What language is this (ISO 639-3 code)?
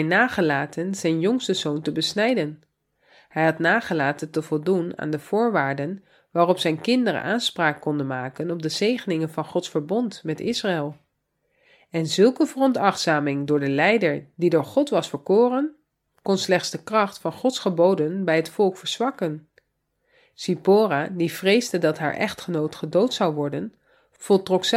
nld